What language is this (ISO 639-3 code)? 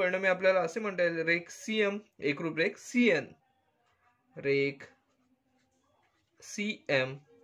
mar